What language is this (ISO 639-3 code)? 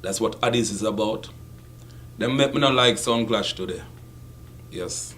jam